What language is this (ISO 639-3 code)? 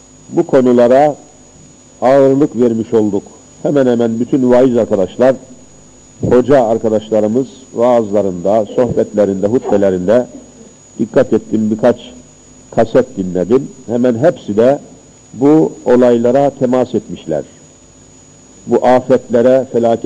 tur